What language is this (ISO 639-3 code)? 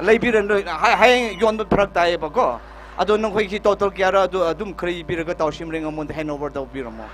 nmf